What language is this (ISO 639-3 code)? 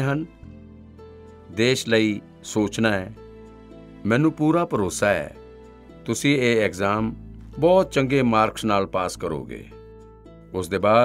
pan